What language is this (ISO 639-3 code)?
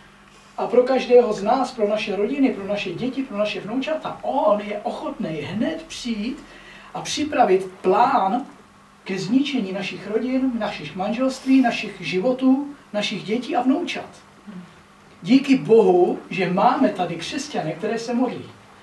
ces